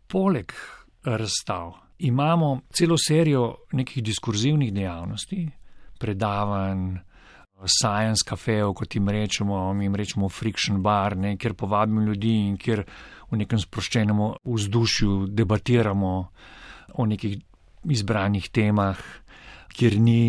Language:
Slovenian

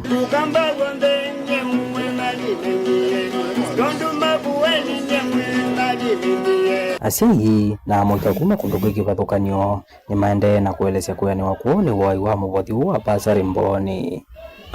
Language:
Kamba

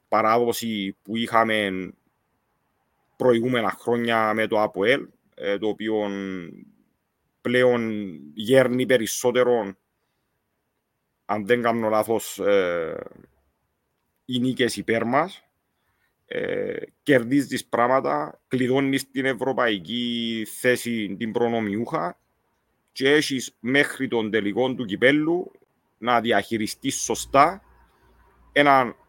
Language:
Greek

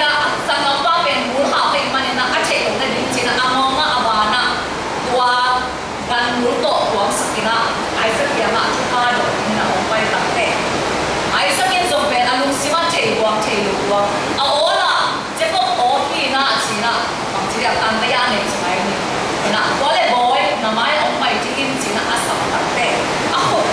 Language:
Tedim Chin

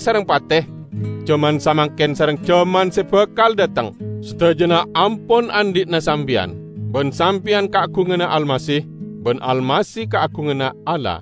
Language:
Madurese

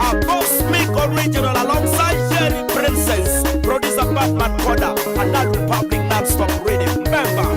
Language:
Acoli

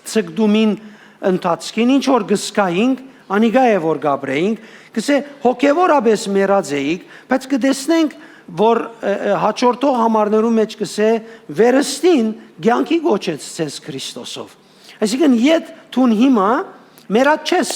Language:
Western Armenian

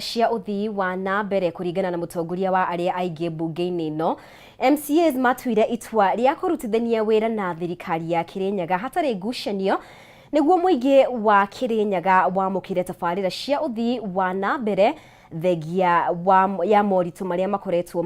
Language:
Kikuyu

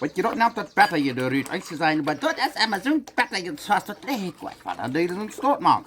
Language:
Plautdietsch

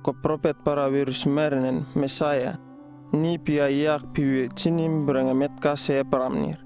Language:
Uripiv-Wala-Rano-Atchin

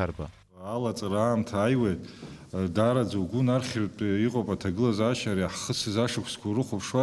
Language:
Abkhazian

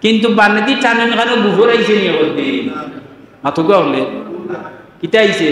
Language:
Sylheti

